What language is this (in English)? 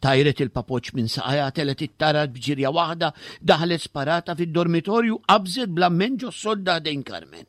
Maltese